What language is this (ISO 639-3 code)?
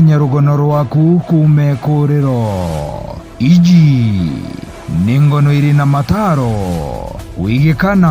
mer